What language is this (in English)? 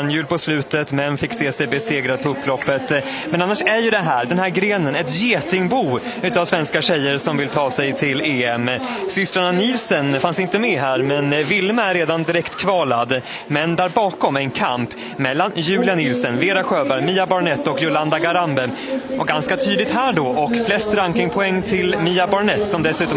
Swedish